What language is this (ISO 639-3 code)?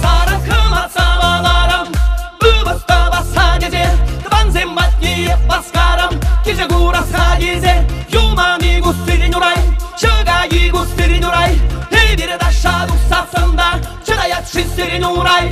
chv